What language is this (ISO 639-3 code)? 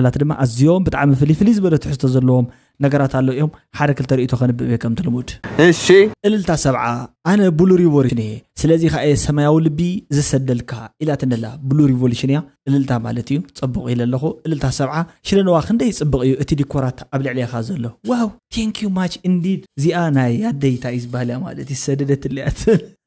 tir